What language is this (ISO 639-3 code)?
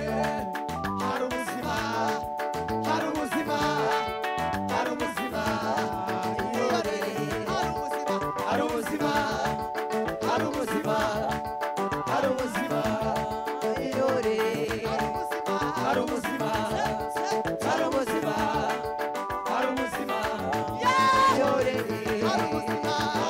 kin